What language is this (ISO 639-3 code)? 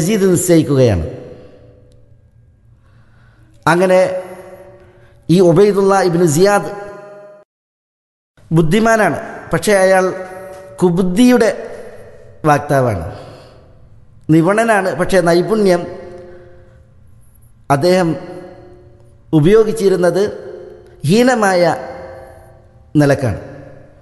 mal